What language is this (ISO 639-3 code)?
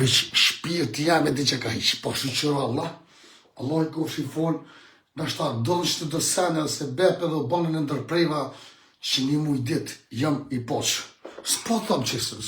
sqi